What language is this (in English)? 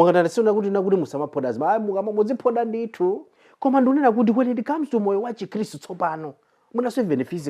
Nyanja